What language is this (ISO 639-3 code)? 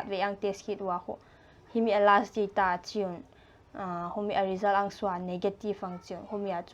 pck